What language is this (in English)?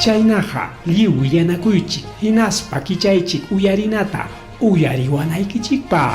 Ayacucho Quechua